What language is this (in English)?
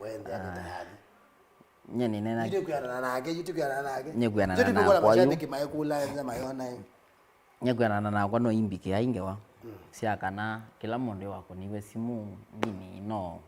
Kamba